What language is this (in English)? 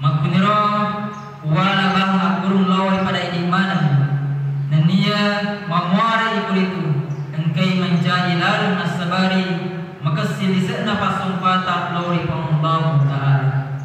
Buginese